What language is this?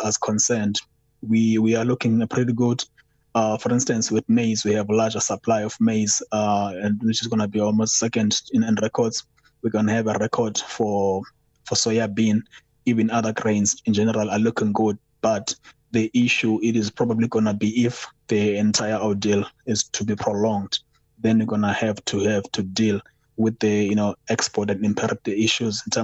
English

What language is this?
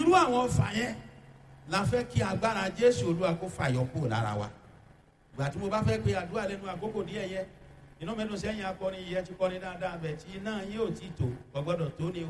Yoruba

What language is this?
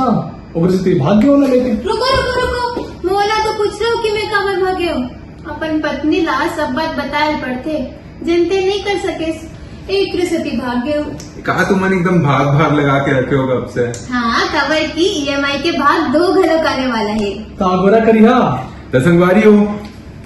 Chhattisgarhi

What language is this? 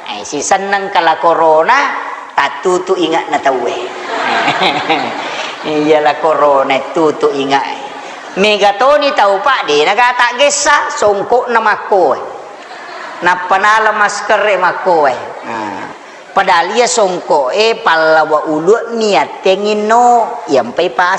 Buginese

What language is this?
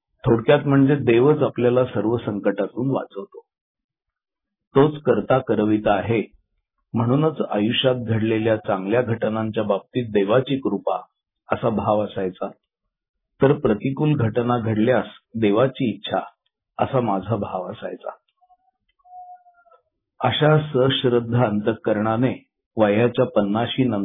Marathi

